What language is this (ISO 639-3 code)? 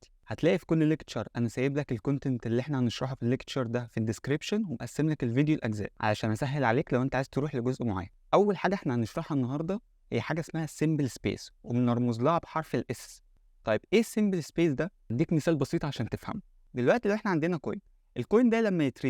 arz